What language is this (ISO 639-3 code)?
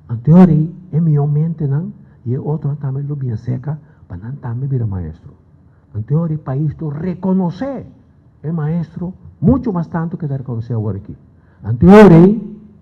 pap